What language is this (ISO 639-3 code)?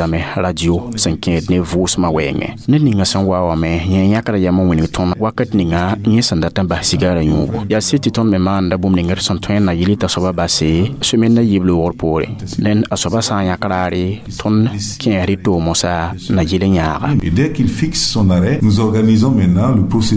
mos